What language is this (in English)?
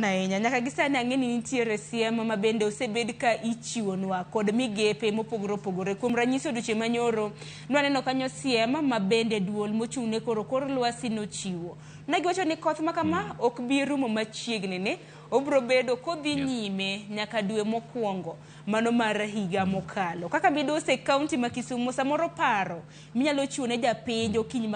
Luo (Kenya and Tanzania)